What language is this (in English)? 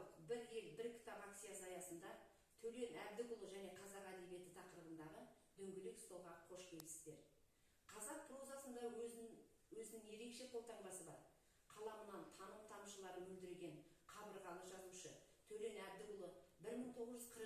Kazakh